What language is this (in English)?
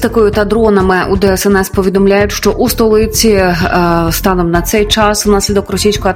Ukrainian